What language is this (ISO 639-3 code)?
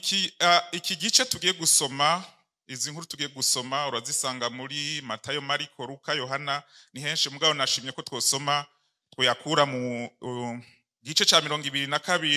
run